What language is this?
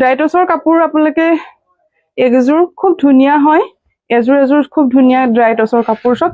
Assamese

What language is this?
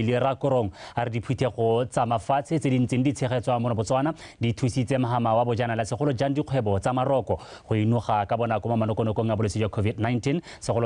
Tswana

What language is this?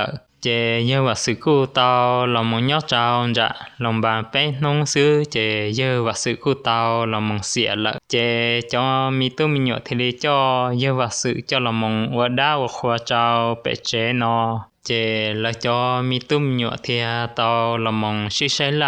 Hmong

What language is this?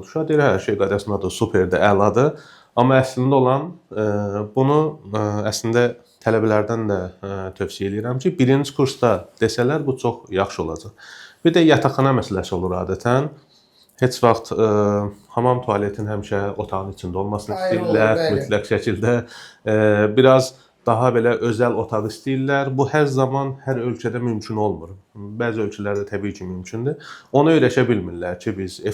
Azerbaijani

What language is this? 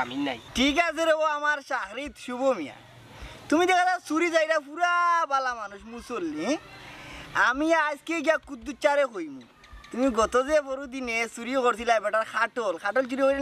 Sylheti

